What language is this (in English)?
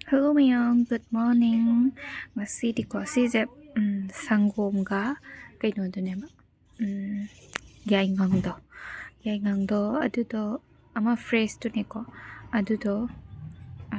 Manipuri